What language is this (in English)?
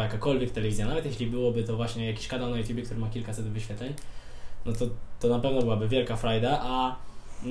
Polish